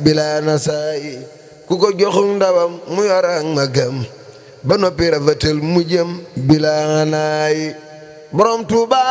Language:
Wolof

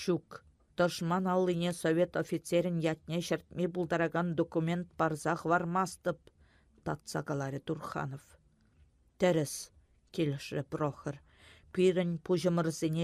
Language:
Chuvash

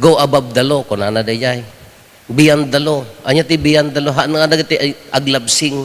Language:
Iloko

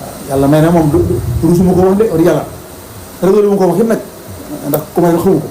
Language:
Wolof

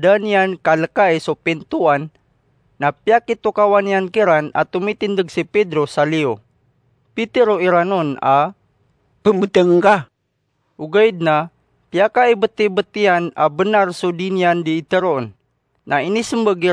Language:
Maranao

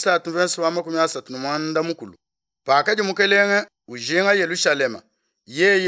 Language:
Luba-Lulua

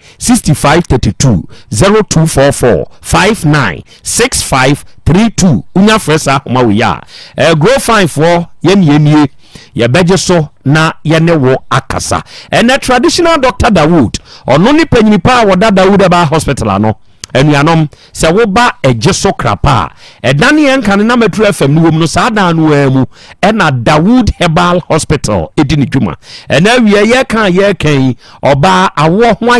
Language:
Akan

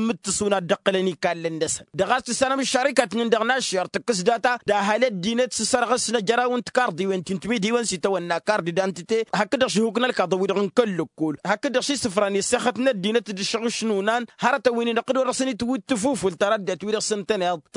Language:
Tamasheq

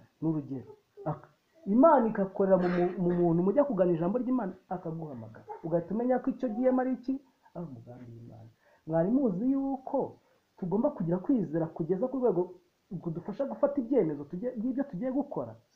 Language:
Kinyarwanda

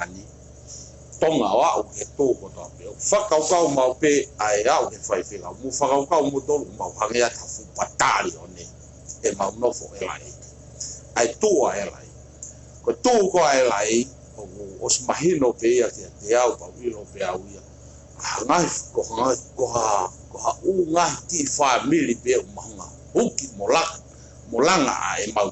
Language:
Tongan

